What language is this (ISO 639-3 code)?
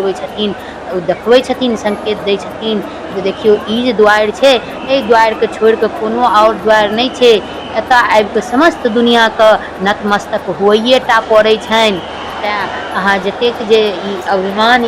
mai